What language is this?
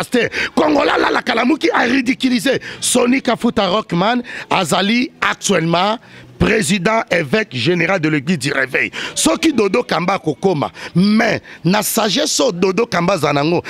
Lingala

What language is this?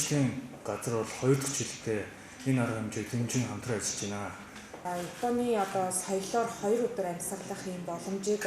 Mongolian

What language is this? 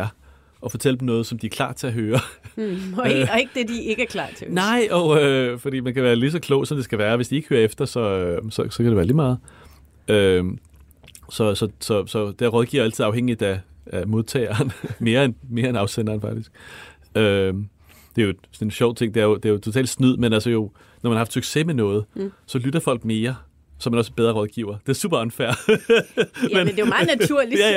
Danish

